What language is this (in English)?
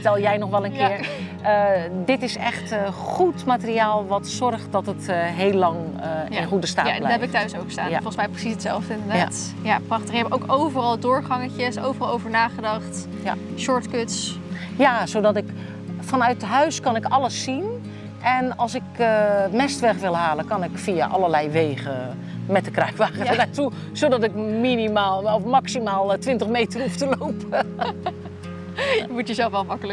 Dutch